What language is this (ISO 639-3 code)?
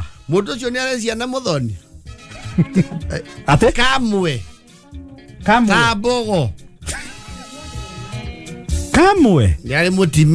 kik